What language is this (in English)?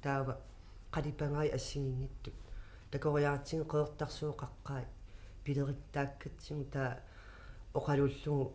Kalaallisut